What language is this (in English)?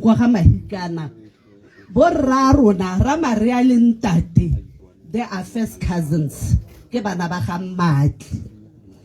Tswana